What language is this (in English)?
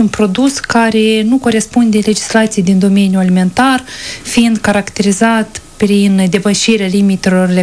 Romanian